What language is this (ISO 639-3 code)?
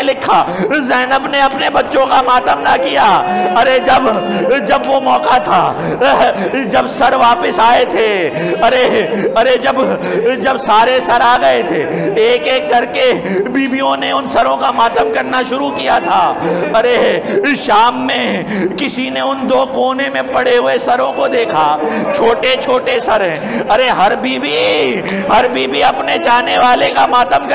urd